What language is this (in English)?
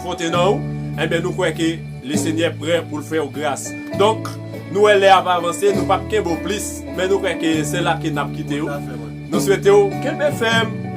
Haitian Creole